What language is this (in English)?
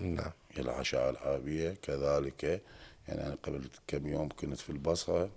Mesopotamian Arabic